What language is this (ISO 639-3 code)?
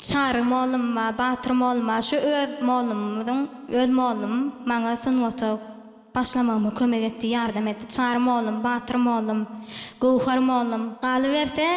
tuk